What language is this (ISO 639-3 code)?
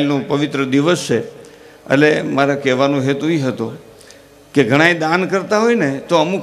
guj